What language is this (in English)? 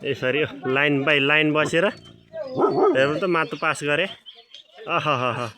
Nepali